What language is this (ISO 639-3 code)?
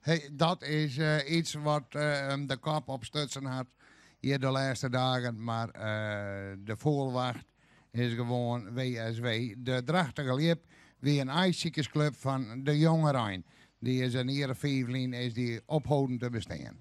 fry